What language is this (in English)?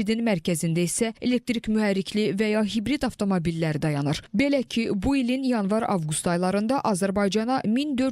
Azerbaijani